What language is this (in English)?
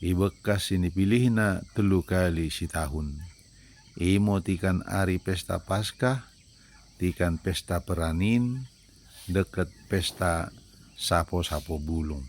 Batak Dairi